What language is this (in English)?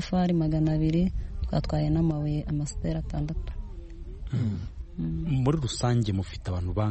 Kinyarwanda